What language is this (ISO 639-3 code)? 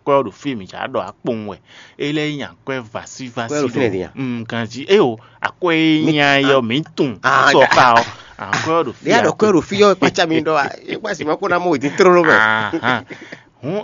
fon